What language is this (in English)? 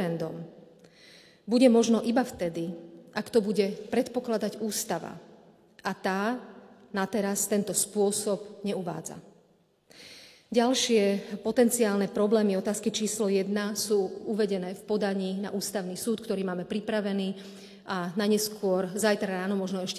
Slovak